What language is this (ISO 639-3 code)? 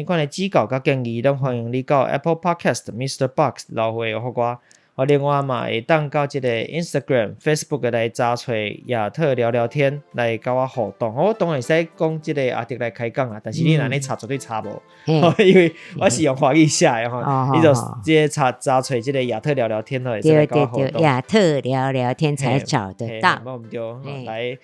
nan